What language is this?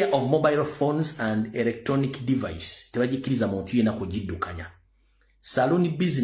Ganda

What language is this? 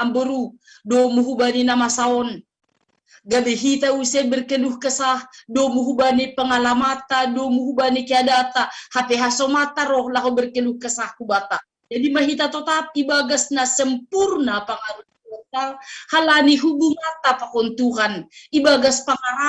Batak Simalungun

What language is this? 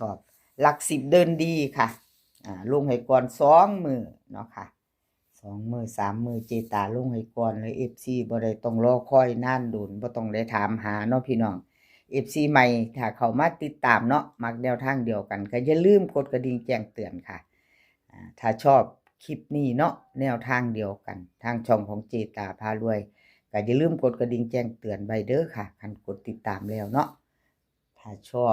Northeastern Thai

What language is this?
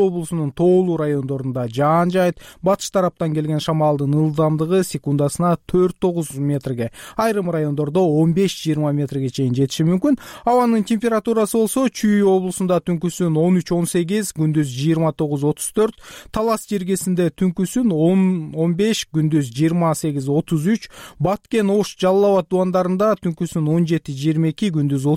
Kyrgyz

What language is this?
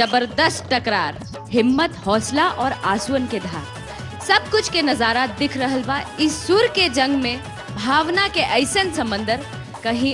Bhojpuri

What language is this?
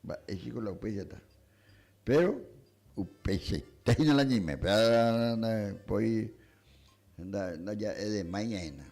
Guarani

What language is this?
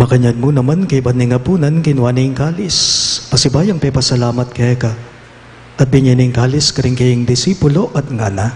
Pampanga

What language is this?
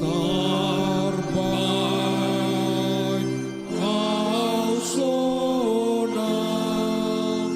Batak Toba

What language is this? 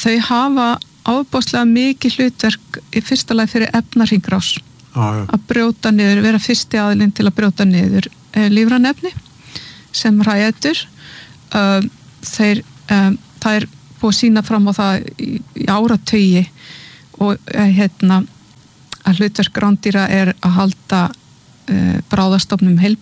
Icelandic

